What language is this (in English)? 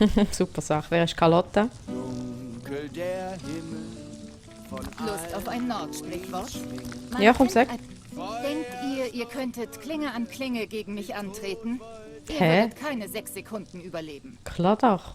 Swiss German